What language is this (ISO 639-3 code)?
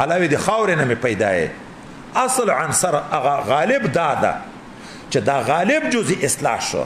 pus